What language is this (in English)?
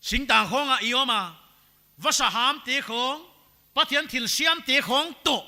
Paite Chin